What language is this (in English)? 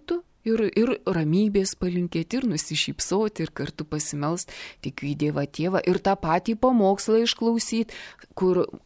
Lithuanian